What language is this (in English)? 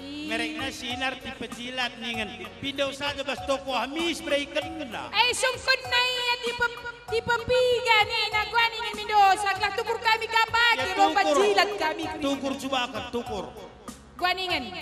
Batak Karo